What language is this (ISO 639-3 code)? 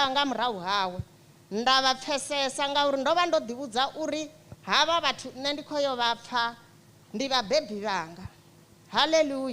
ven